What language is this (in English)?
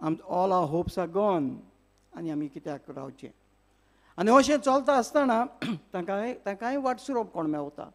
Konkani